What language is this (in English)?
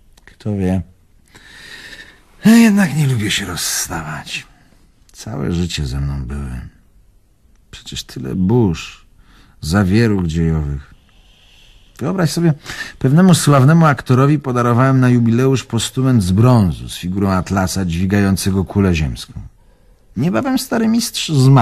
Polish